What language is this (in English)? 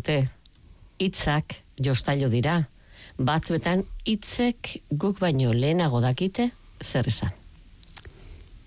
Basque